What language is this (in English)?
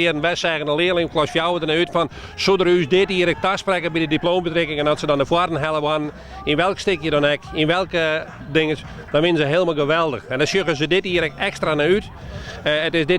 Western Frisian